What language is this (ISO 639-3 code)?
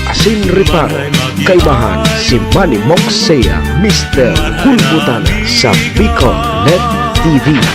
bik